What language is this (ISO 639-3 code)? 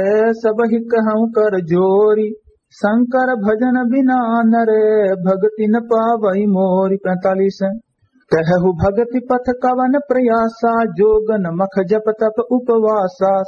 awa